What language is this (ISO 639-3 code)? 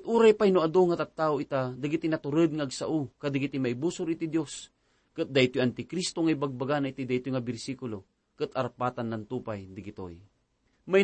ilo